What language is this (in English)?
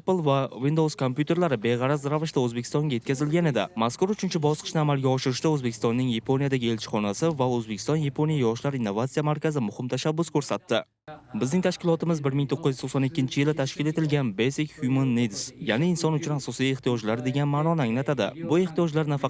Uzbek